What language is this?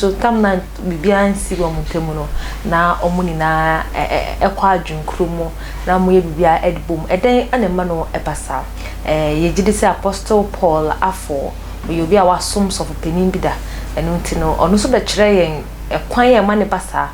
Akan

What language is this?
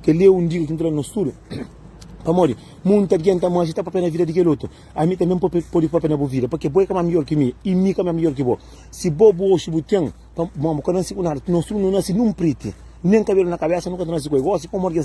Kabuverdianu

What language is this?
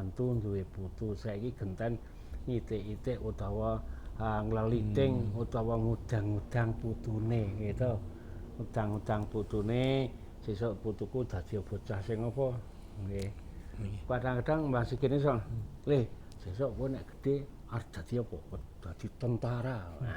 Javanese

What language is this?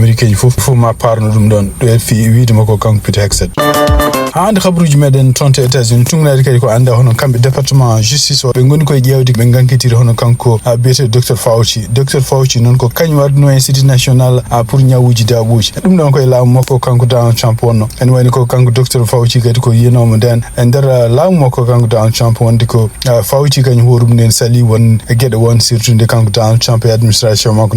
Fula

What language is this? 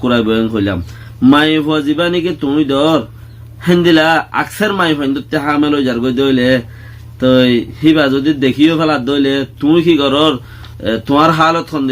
Rohingya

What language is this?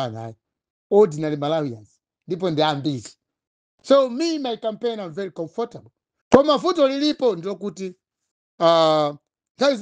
Nyanja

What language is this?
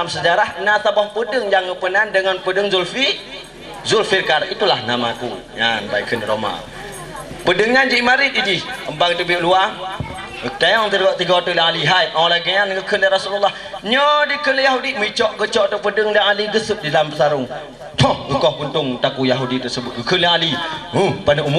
Achinese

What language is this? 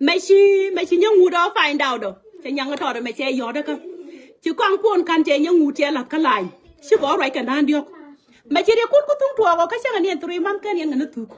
Nuer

